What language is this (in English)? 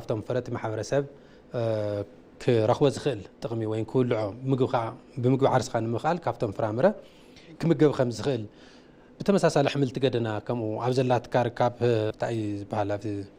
Tigrinya